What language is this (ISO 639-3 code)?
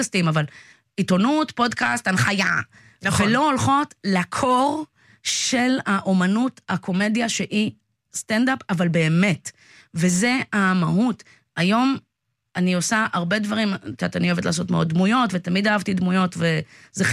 heb